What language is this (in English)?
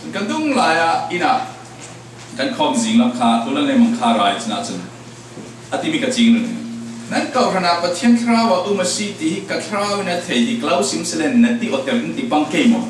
Falam Chin